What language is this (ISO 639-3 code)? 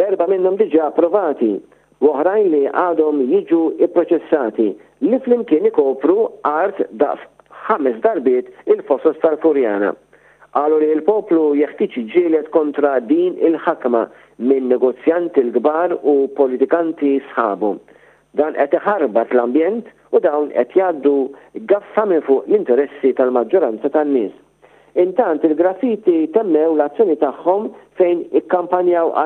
mlt